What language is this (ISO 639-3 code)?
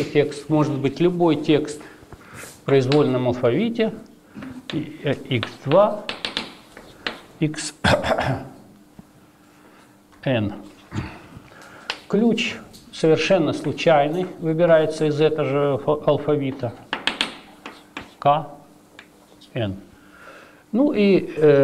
rus